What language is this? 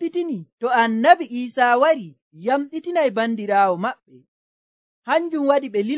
Nigerian Fulfulde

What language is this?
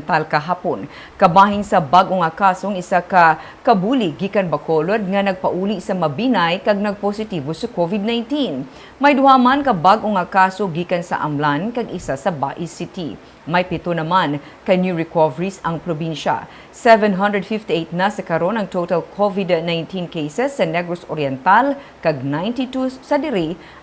Hiligaynon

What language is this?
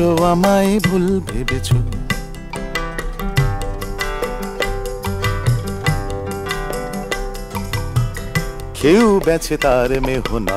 Bangla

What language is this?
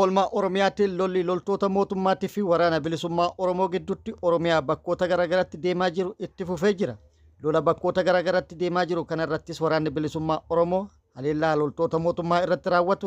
Oromo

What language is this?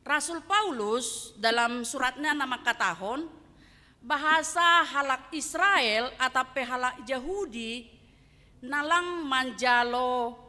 Batak Simalungun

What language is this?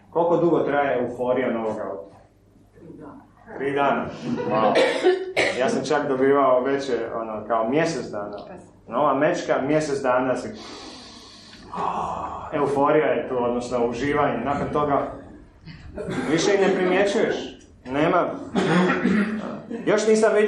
Croatian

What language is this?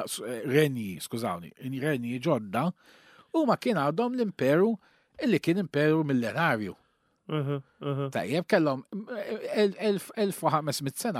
Maltese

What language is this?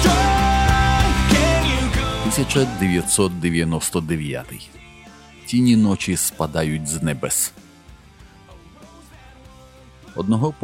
Ukrainian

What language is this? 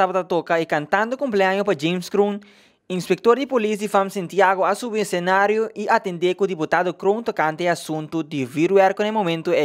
Papiamento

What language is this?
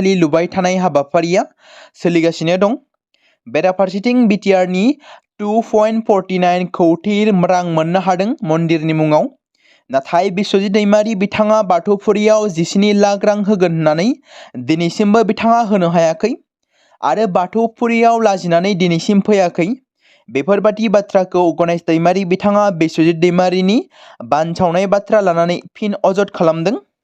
Bodo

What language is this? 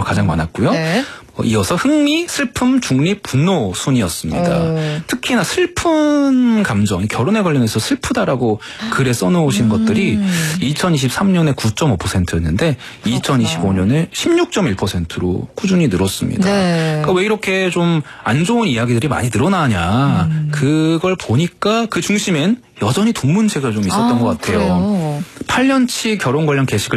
Korean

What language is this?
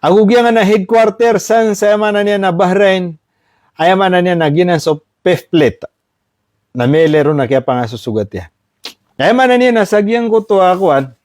Maranao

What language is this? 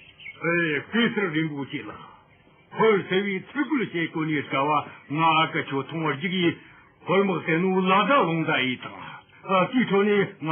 Amdo Tibetan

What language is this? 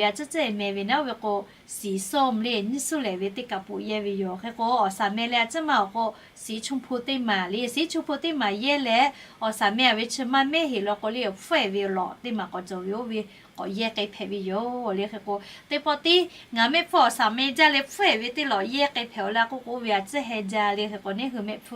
Lahu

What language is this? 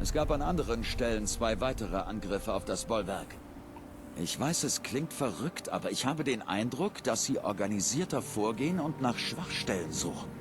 Bavarian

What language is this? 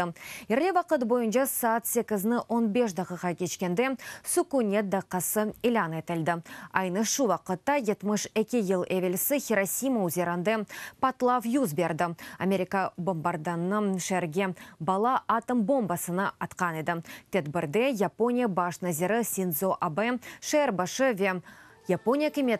Crimean Tatar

